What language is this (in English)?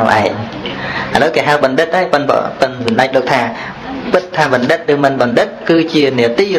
Khmer